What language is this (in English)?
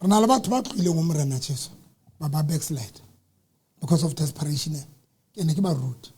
Southern Sotho